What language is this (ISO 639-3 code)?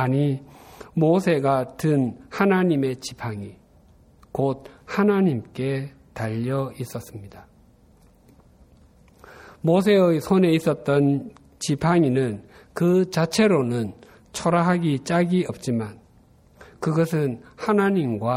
kor